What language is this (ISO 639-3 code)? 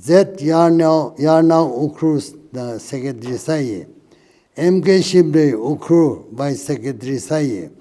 nmf